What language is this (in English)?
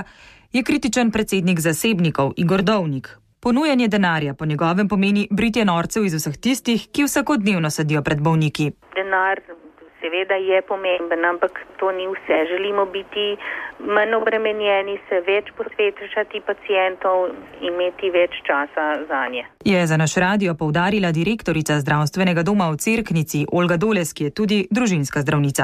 Slovenian